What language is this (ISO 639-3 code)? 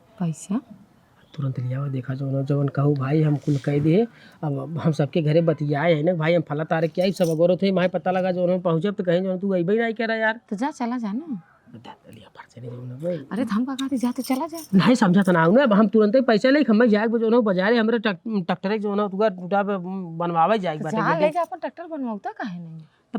awa